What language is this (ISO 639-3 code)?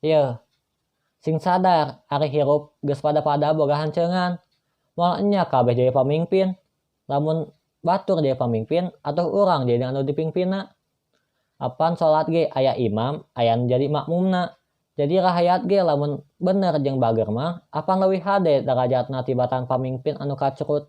sun